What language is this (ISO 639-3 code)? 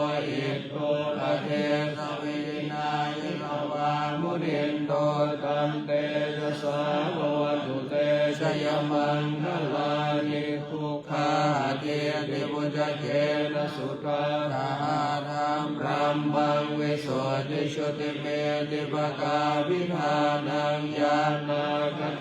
pli